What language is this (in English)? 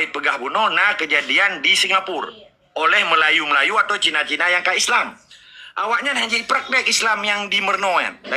Achinese